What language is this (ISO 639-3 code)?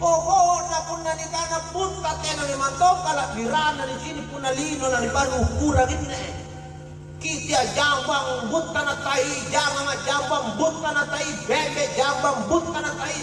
mak